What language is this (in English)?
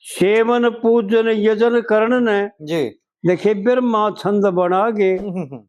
Haryanvi